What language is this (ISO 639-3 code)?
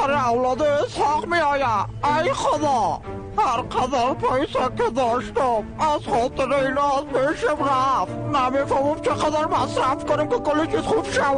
fas